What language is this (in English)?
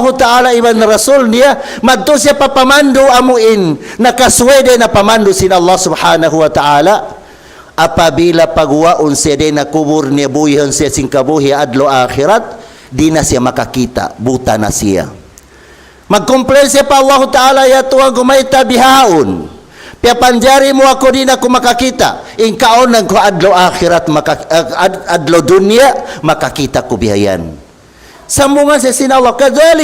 Tausug